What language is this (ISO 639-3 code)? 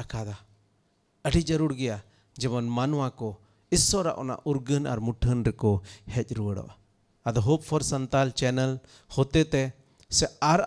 sat